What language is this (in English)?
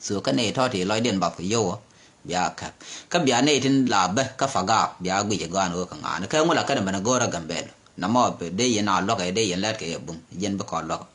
Nuer